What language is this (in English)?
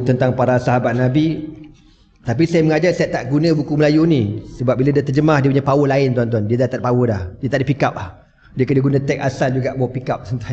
Malay